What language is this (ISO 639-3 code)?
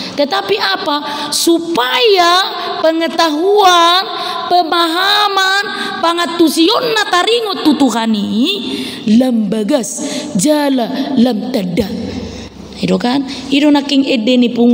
bbc